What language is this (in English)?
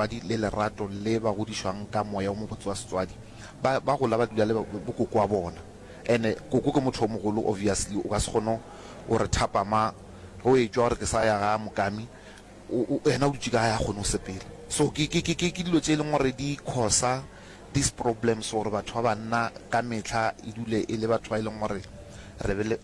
Northern Sotho